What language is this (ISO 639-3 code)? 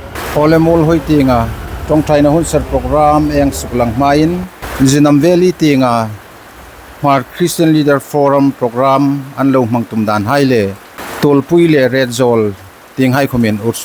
hmr